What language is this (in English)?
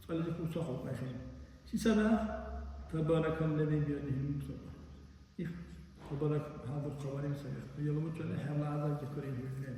Dargwa